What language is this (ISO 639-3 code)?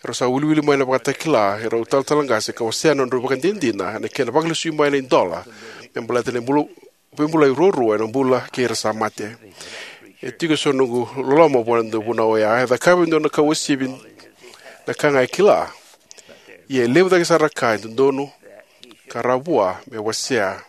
fij